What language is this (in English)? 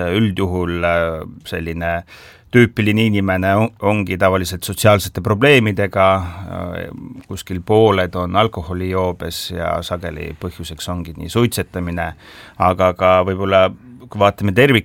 Estonian